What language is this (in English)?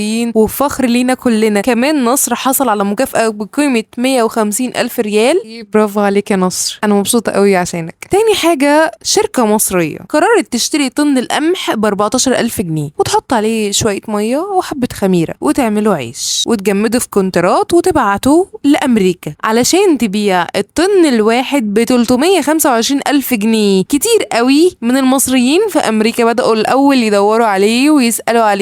Egyptian Arabic